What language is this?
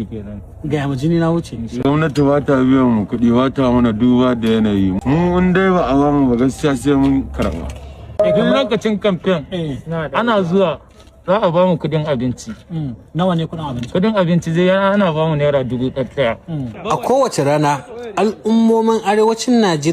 Hausa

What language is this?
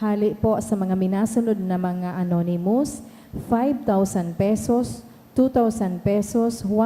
Bikol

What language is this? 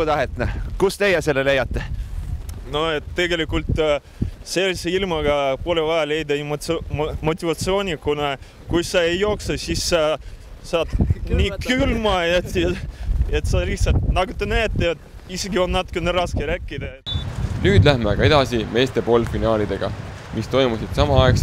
Estonian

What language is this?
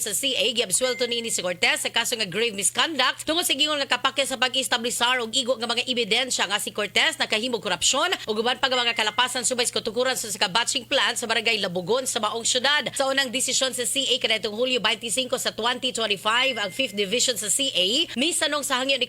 Cebuano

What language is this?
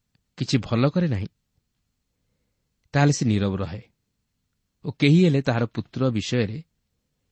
Odia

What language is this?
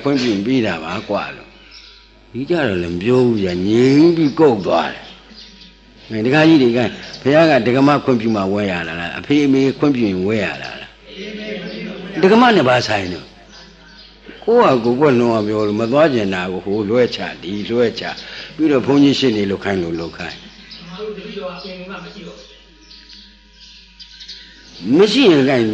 Burmese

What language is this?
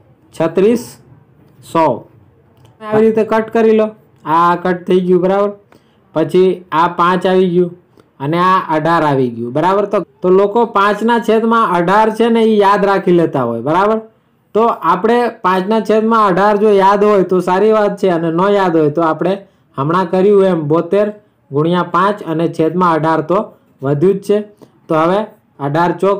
Gujarati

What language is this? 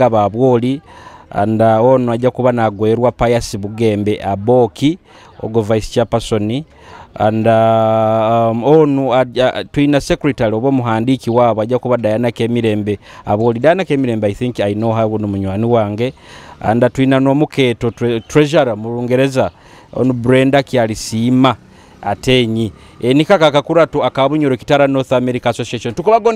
Nyoro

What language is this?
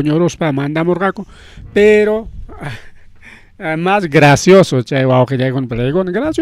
Ayacucho Quechua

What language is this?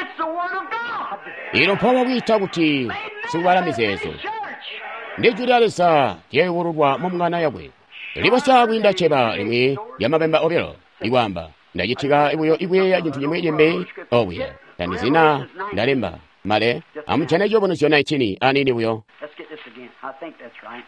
Tonga (Zambia)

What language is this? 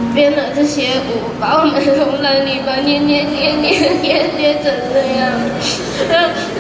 Chinese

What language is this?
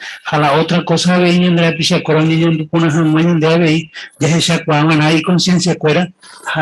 Guarani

